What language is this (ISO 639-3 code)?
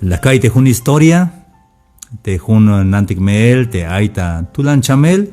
tzh